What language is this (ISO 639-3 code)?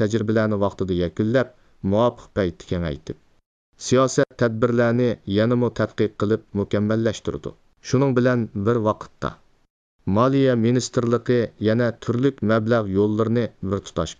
uig